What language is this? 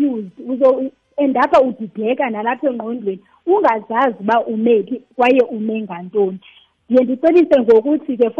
Xhosa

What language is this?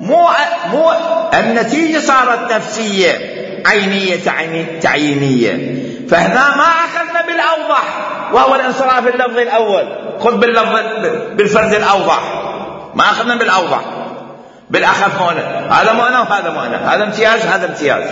Mesopotamian Arabic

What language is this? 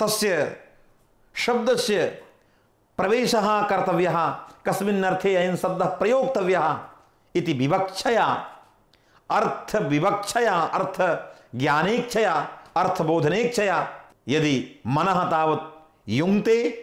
Sanskrit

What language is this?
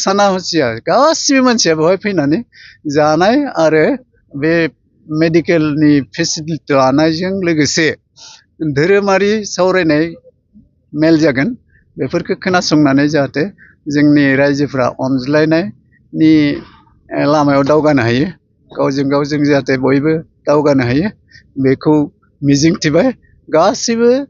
Bodo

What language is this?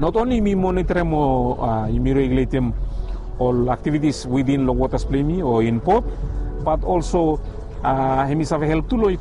Bislama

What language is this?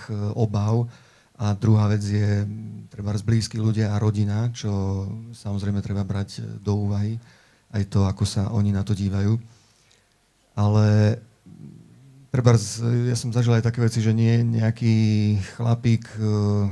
Slovak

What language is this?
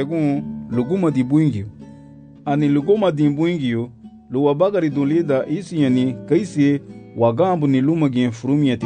Garifuna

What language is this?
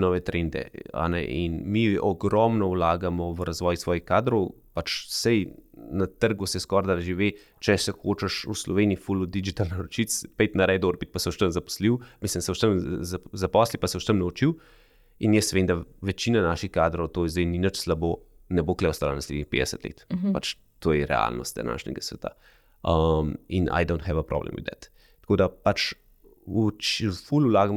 Slovenian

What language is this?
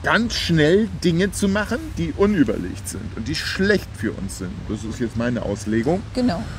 German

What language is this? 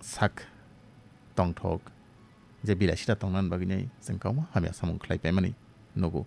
Kok Borok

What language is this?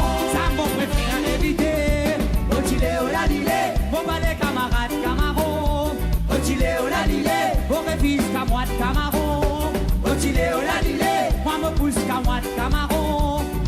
Morisyen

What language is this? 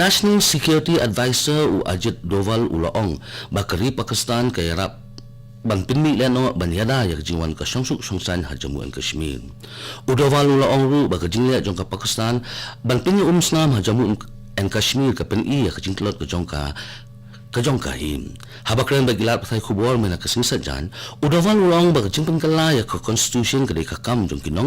Khasi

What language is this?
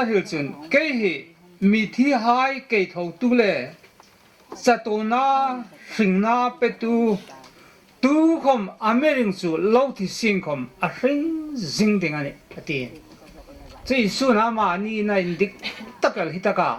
Hmar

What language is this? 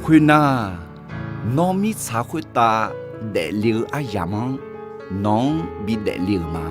Akha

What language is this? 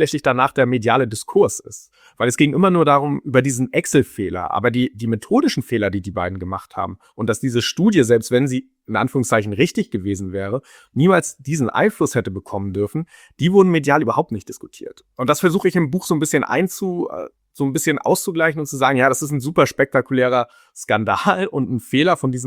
German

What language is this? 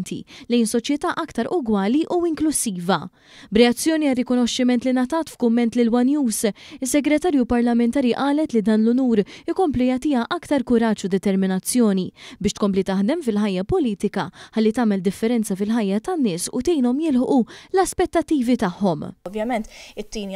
Maltese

